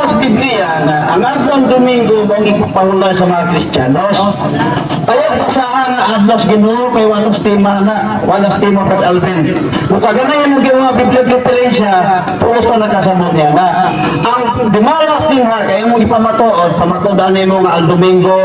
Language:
Cebuano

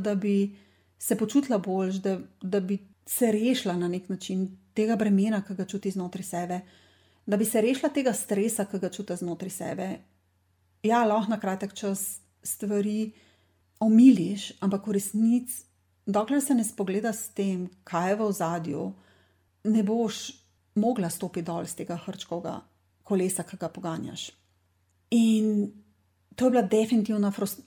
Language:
Slovenian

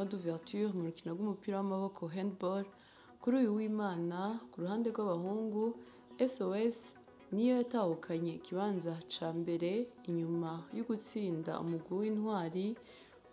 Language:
Rundi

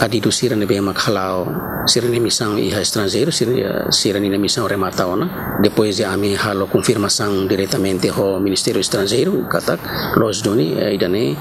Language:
Tetum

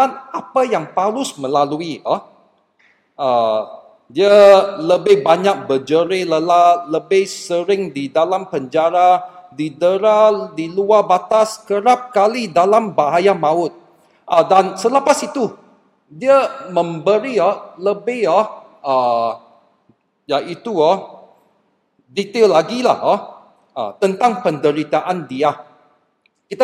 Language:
Malay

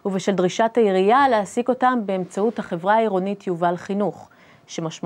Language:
Hebrew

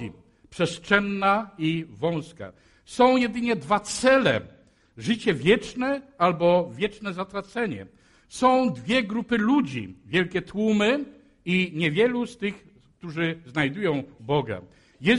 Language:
Polish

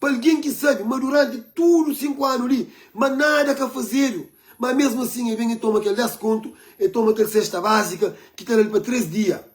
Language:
Kabuverdianu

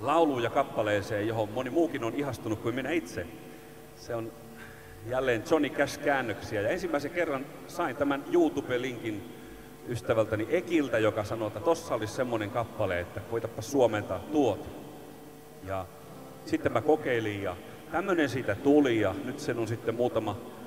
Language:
Finnish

